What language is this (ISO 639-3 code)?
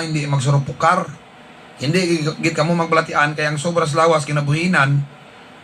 hil